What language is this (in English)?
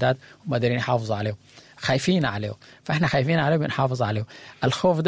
Sudanese Arabic